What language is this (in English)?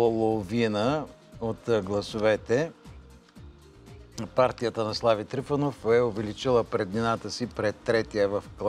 Bulgarian